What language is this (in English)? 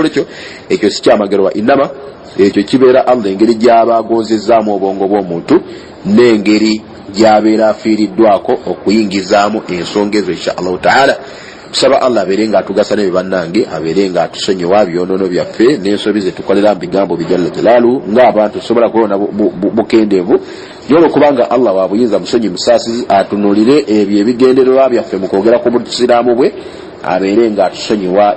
Ganda